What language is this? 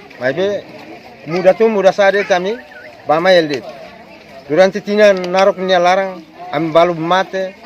Tetum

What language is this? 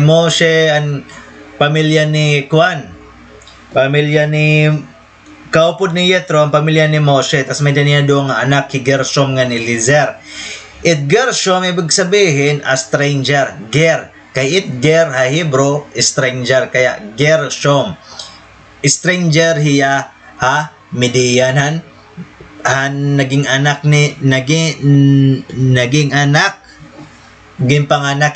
Waray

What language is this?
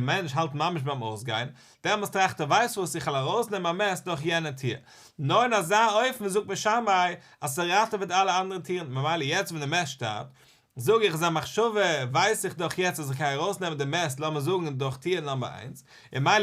Yiddish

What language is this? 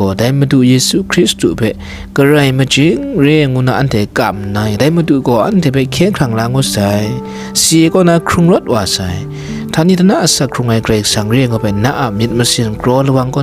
Kachin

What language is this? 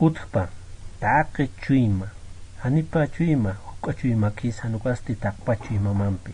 Aymara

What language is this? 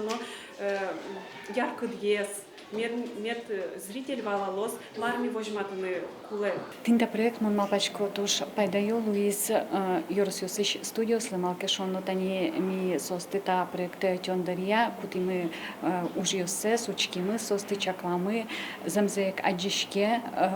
Udmurt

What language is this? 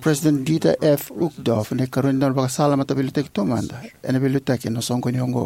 Fijian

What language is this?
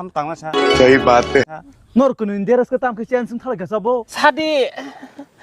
Kok Borok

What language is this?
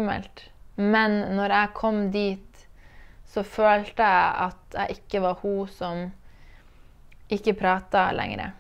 Norwegian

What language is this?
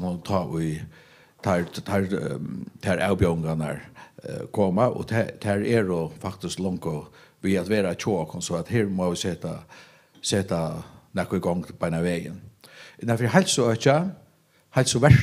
Faroese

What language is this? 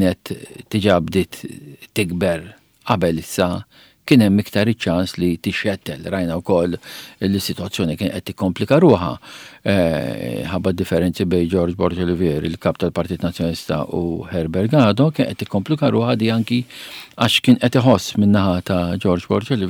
Maltese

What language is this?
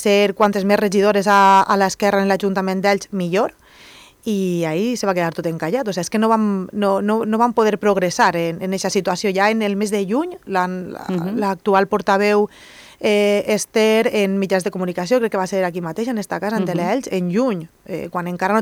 Catalan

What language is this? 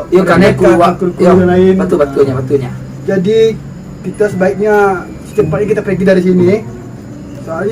Minangkabau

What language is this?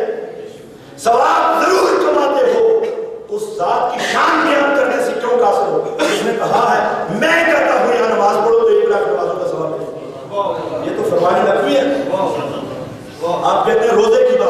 Urdu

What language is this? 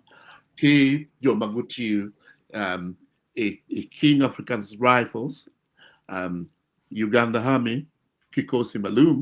Acoli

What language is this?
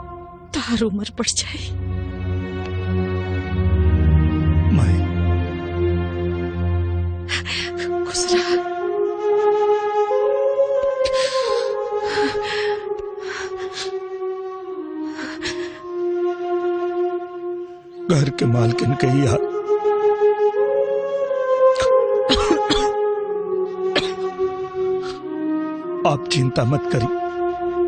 Bhojpuri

